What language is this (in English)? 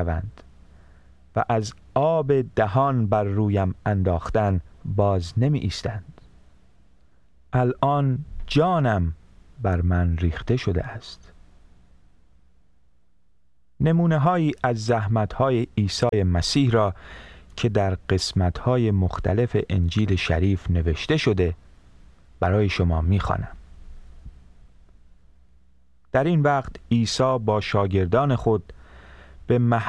Persian